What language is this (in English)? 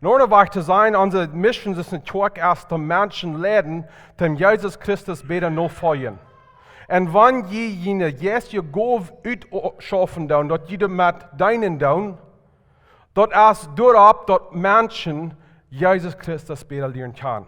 Plautdietsch